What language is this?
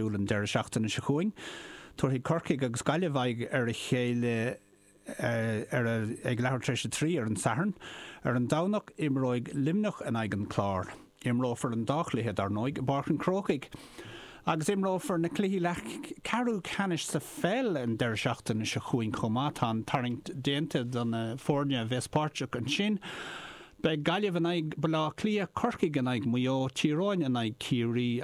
Irish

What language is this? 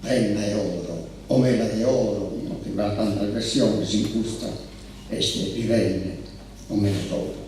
Sardinian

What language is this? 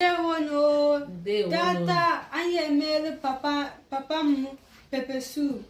Igbo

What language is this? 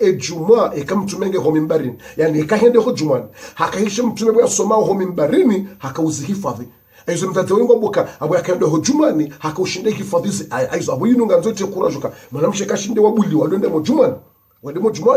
Ngazidja Comorian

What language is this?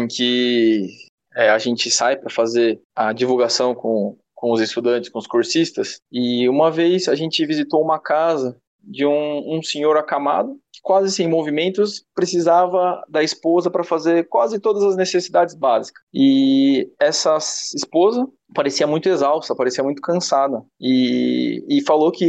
Portuguese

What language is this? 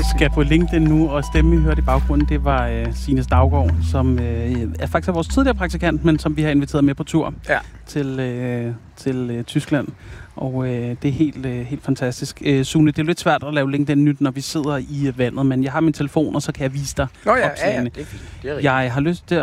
Danish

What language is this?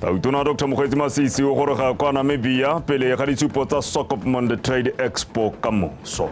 Tswana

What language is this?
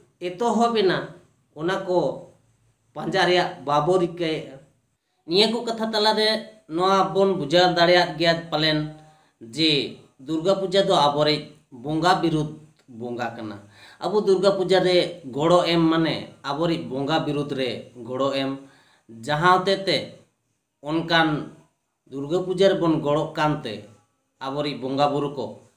Santali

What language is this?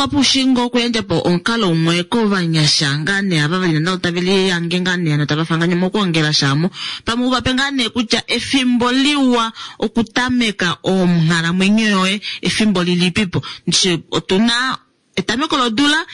Kuanyama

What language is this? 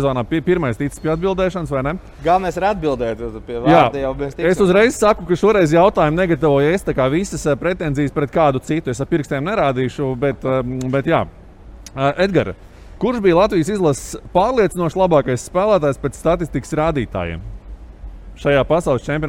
Latvian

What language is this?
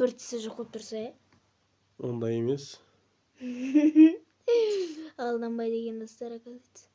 Kazakh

